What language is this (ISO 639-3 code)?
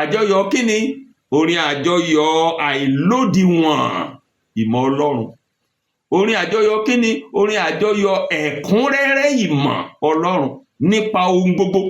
yor